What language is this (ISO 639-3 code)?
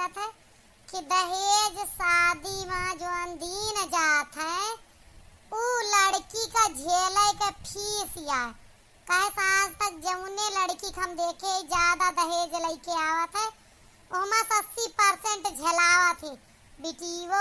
awa